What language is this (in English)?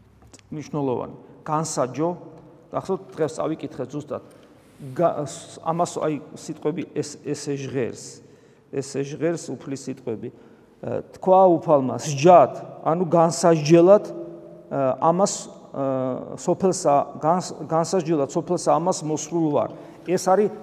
Georgian